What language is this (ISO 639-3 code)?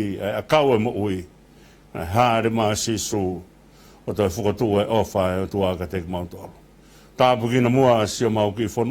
ton